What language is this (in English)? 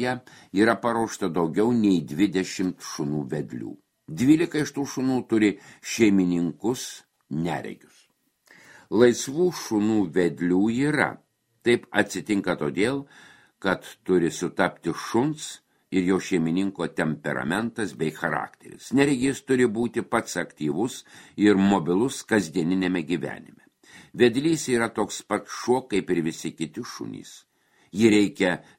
Lithuanian